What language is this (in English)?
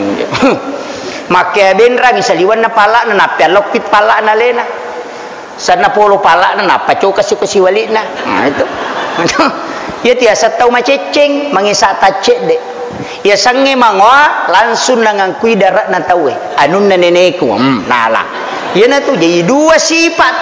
Buginese